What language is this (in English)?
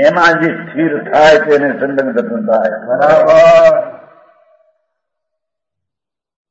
Gujarati